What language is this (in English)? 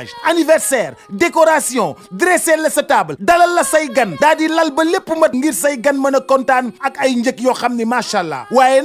Wolof